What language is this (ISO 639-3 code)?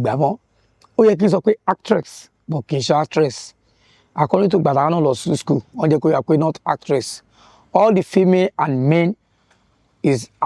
yor